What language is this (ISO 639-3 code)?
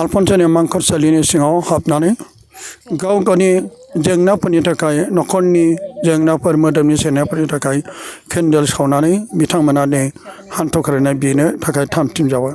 brx